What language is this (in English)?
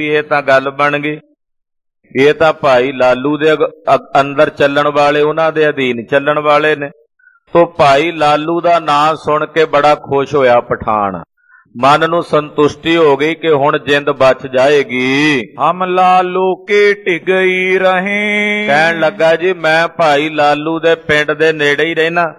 Punjabi